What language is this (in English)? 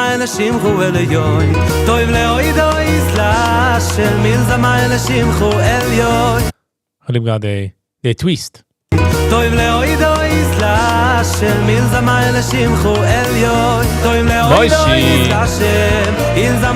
Yiddish